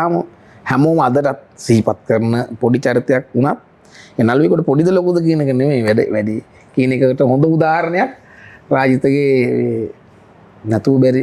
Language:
Sinhala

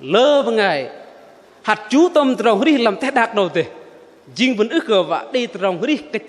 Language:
Bahnar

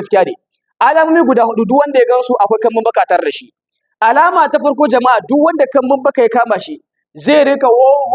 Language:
Hausa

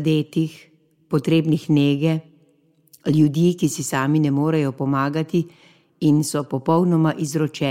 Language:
Slovenian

